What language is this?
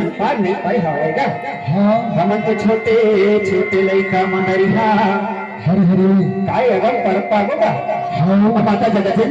Chhattisgarhi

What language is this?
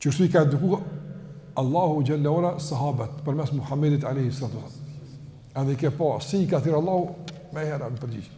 Albanian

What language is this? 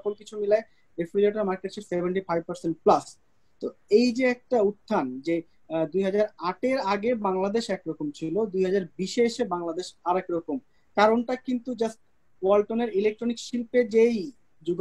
Bangla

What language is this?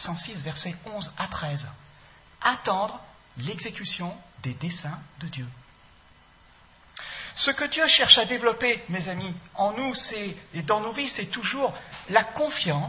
French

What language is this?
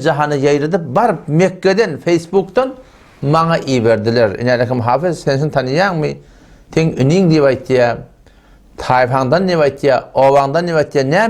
Turkmen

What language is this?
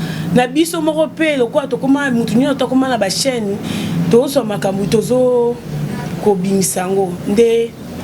Lingala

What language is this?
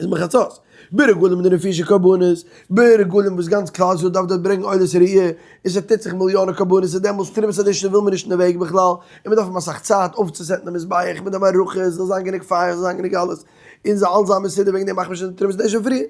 Yiddish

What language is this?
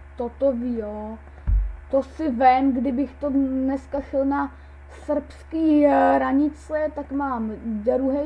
Czech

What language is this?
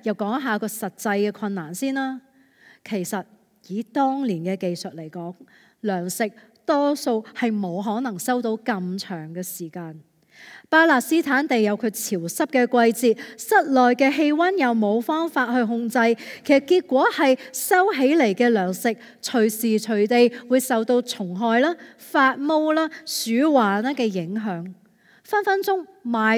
Cantonese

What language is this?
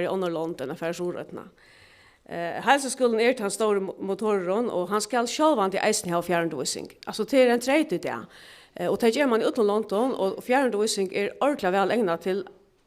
Faroese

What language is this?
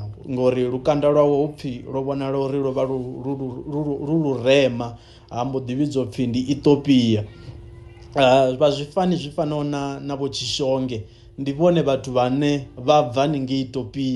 Venda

